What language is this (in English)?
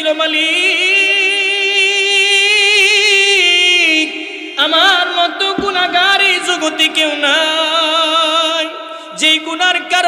Bangla